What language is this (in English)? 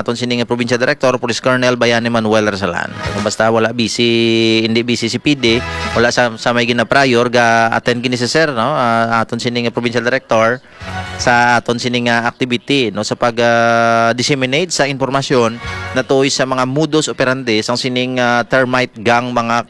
Hiligaynon